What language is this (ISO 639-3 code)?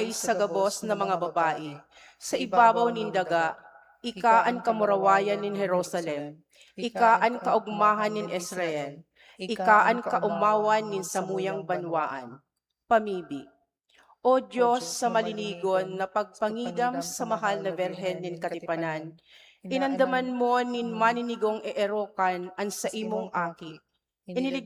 bik